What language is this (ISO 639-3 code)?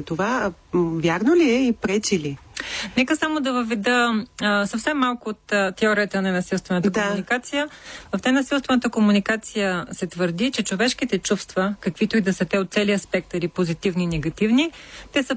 bul